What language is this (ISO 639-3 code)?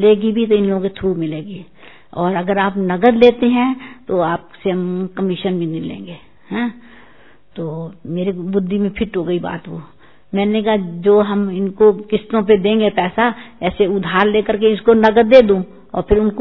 hin